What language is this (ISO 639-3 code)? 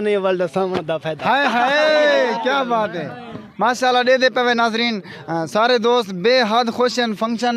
skr